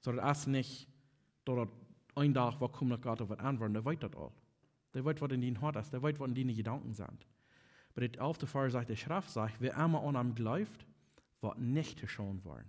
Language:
Plautdietsch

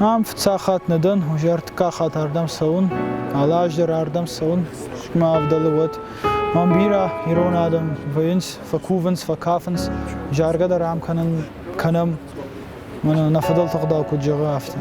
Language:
Ossetic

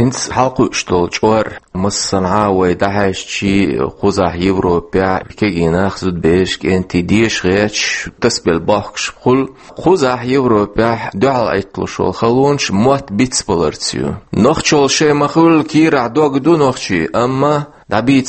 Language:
Chechen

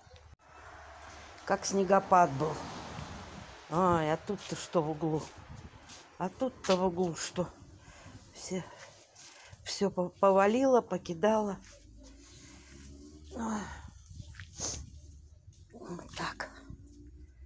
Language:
Russian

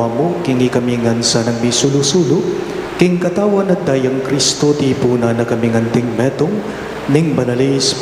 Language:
Pampanga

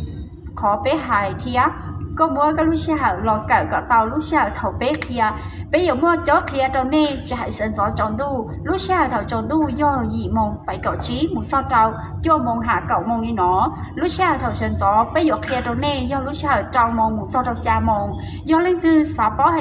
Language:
Hmong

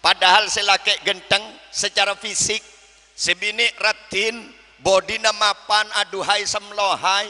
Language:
Madurese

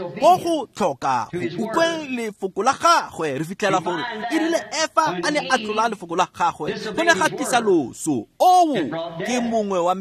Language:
Tswana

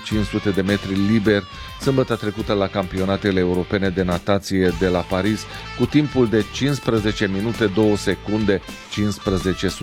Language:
Romanian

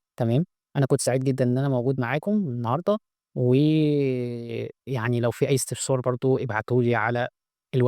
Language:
Egyptian Arabic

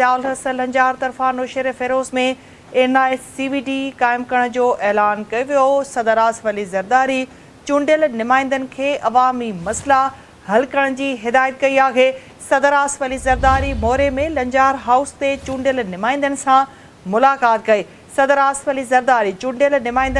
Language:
Sindhi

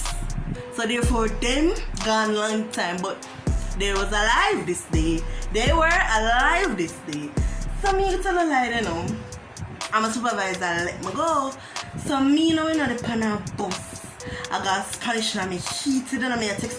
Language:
Jamaican Creole English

